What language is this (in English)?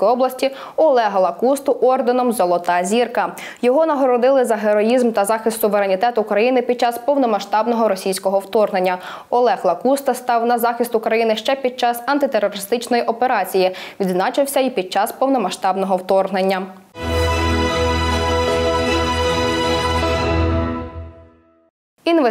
Ukrainian